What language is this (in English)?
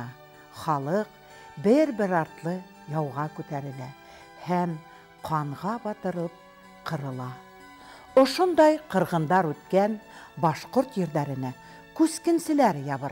Bashkir